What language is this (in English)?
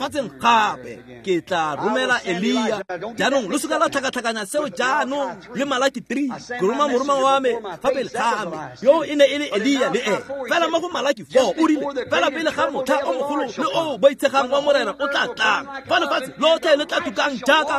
Tswana